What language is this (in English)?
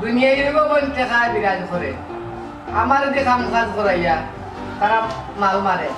Sylheti